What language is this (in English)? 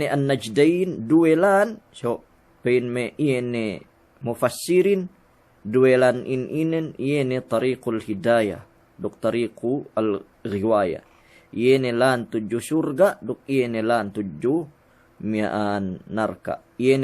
Yakan